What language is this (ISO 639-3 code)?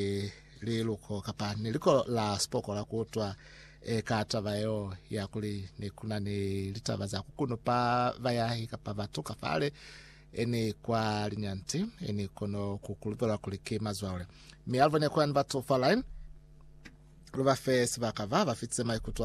loz